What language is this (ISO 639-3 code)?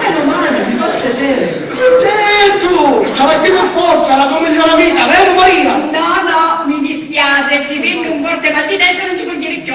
scn